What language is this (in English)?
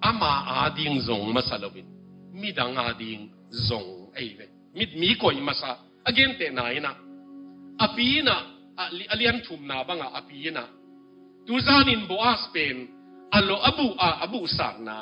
Tedim Chin